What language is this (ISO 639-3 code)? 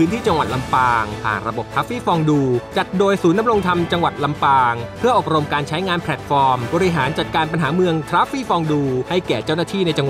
tha